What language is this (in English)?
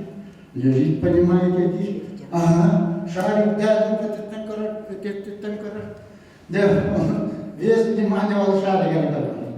Yakut